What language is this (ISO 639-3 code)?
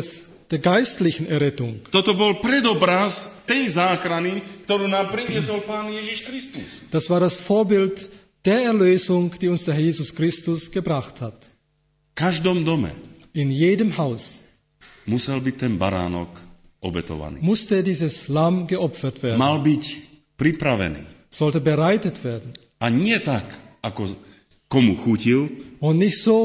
slk